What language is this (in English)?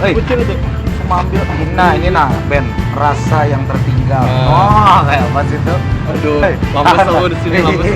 Banjar